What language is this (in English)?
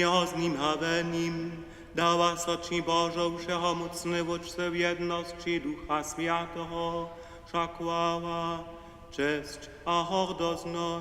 Upper Sorbian